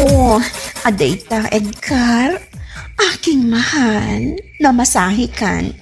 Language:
Iloko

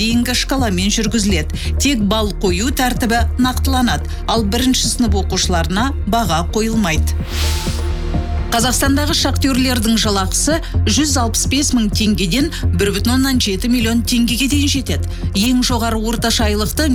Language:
Kazakh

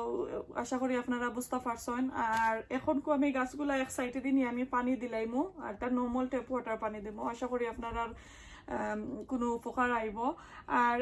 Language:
Sylheti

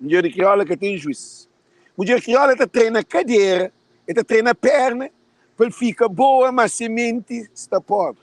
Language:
Kabuverdianu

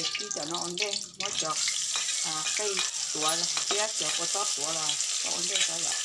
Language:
Hmong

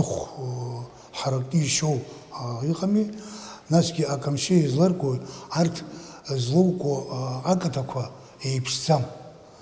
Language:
Abkhazian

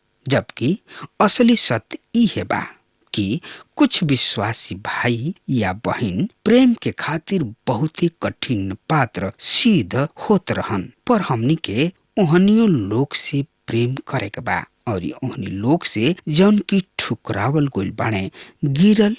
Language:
Bhojpuri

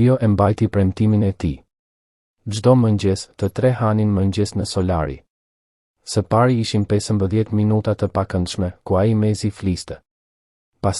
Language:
Albanian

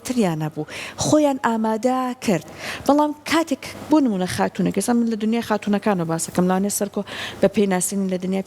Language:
Central Kurdish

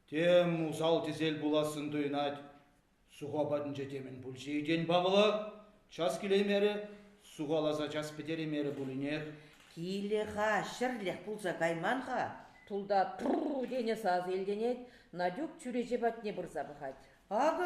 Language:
Chuvash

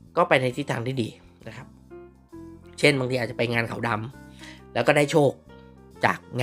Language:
Thai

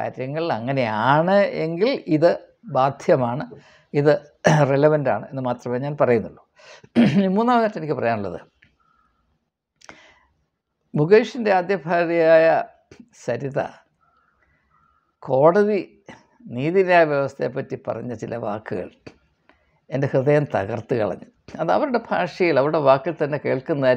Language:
Malayalam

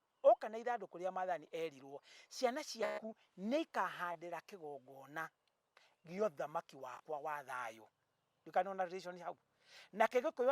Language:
Kikuyu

